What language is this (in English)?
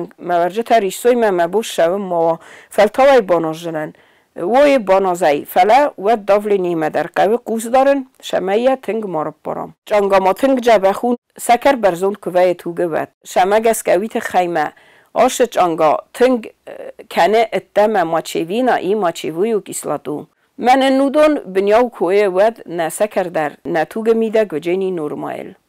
Ossetic